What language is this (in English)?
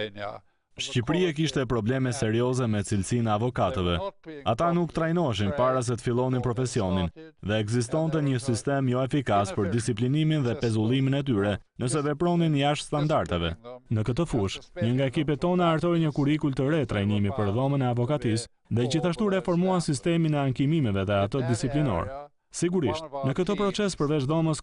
Albanian